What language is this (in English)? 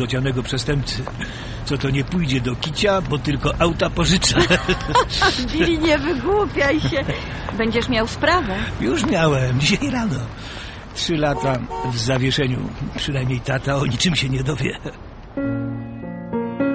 Polish